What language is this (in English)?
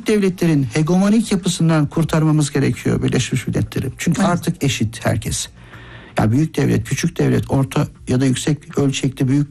Turkish